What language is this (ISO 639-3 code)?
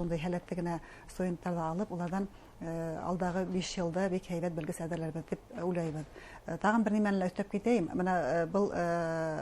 bak